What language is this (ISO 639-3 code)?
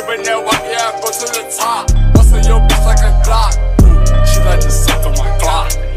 eng